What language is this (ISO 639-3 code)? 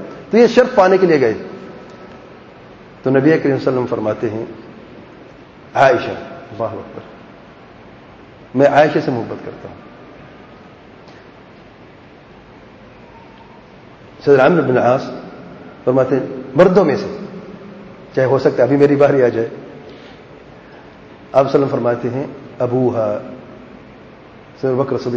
urd